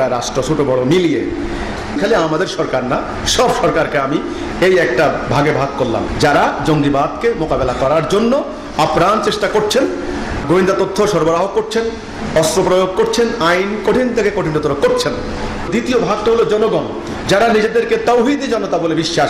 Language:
Bangla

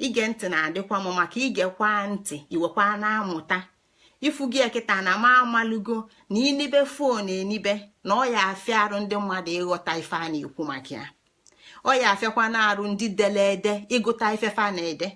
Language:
Igbo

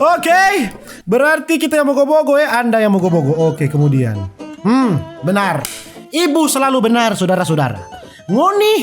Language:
Manado Malay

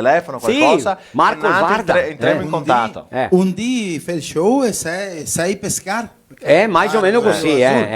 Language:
Venetian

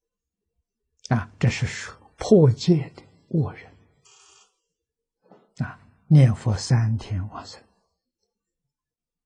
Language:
Chinese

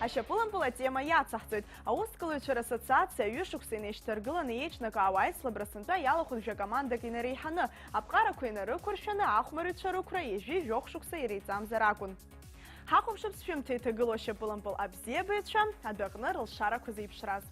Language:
Abkhazian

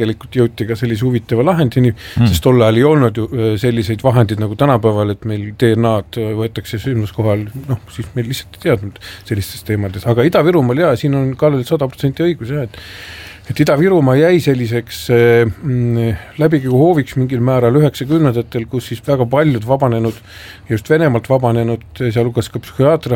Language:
Estonian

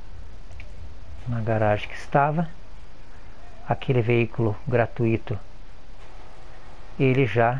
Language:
Portuguese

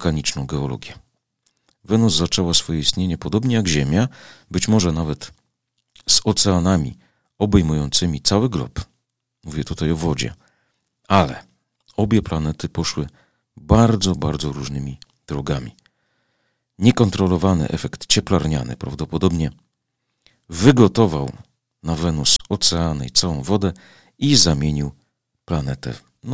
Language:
Polish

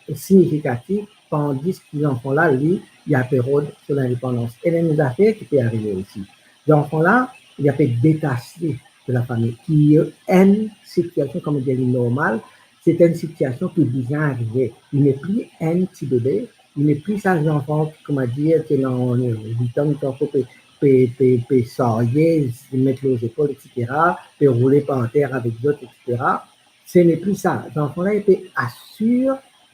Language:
Morisyen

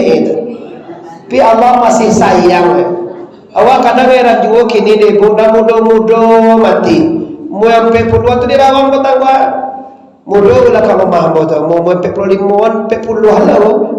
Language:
Minangkabau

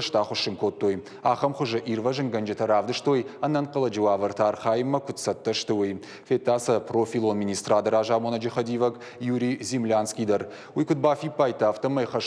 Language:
Ossetic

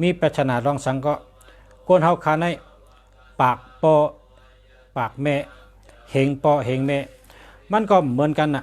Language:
Shan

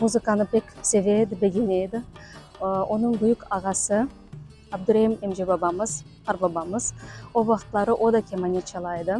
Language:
Crimean Tatar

